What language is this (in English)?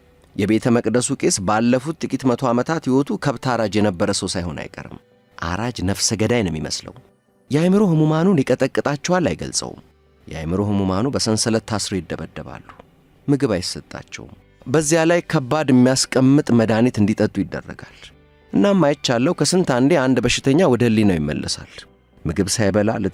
Amharic